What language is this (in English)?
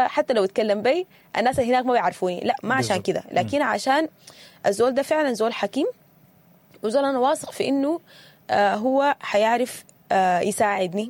Sudanese Arabic